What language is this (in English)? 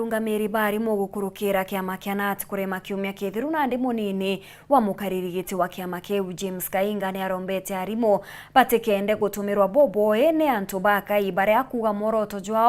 Meru